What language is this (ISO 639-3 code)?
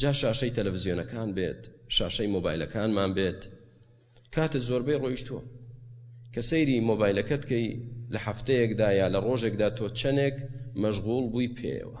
ckb